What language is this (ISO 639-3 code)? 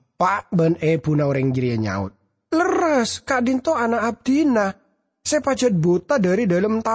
mad